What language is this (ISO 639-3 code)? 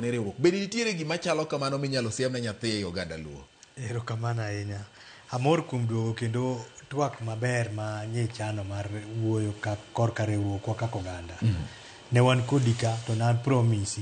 luo